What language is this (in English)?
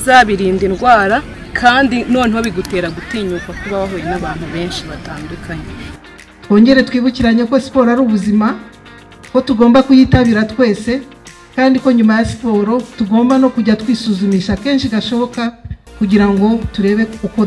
Kinyarwanda